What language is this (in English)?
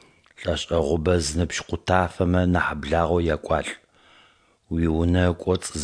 Adyghe